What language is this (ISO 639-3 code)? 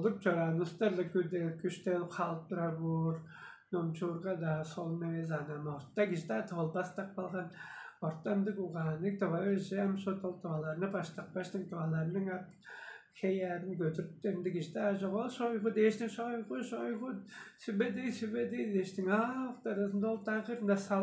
tyv